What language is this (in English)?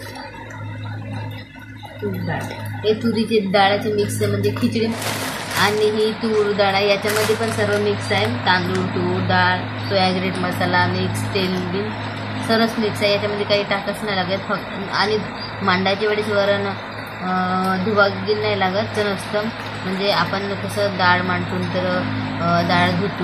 Marathi